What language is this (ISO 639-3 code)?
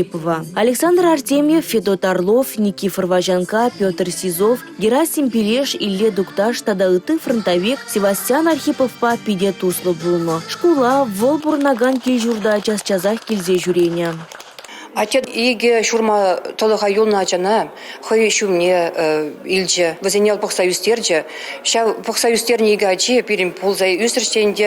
chv